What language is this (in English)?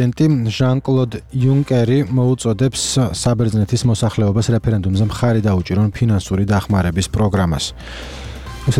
Georgian